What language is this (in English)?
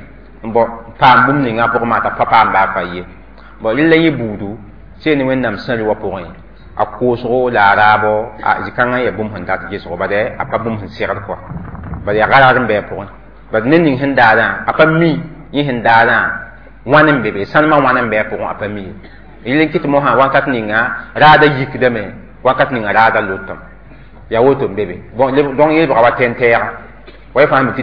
Mossi